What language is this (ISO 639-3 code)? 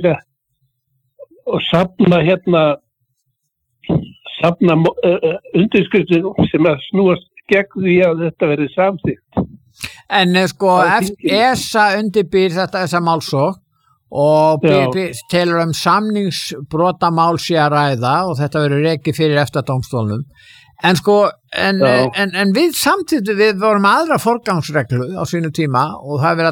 isl